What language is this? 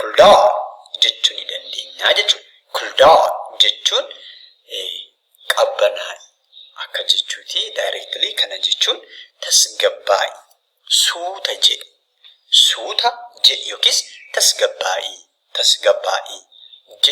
Oromo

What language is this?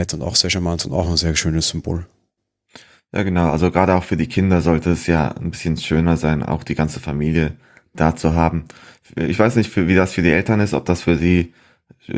German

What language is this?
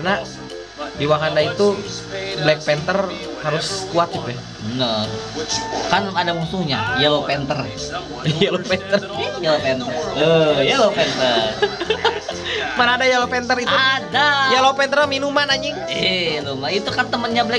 Indonesian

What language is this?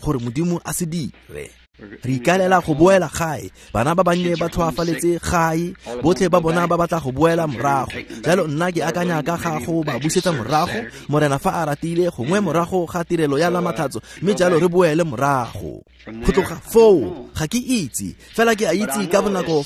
Tswana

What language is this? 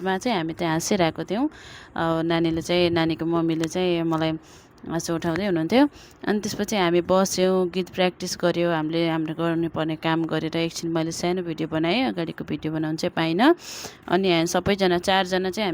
Nepali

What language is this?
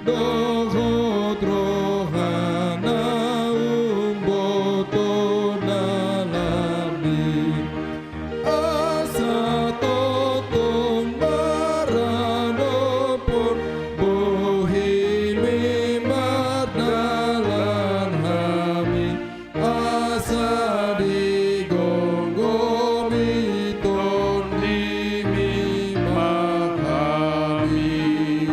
Batak Toba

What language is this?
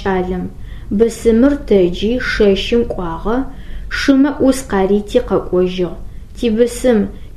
Adyghe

